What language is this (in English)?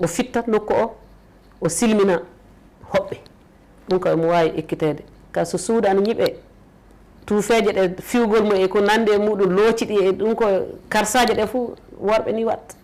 Fula